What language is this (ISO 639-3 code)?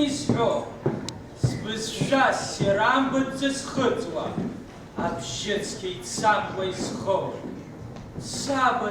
abk